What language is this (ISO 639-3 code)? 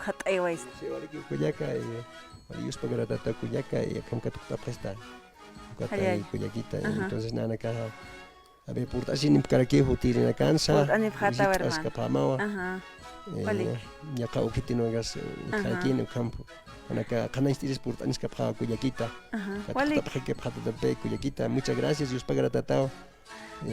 aym